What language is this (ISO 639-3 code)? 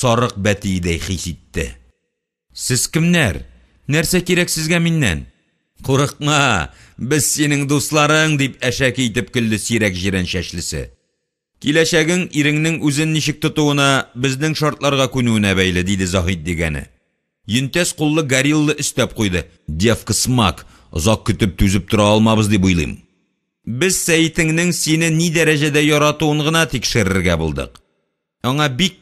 tat